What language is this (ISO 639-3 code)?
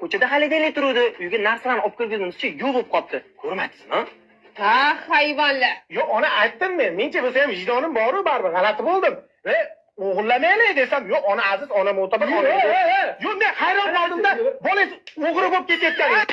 uzb